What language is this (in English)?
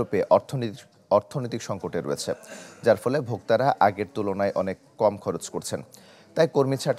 Bangla